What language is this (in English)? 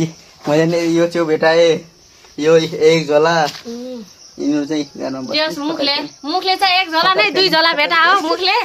Nepali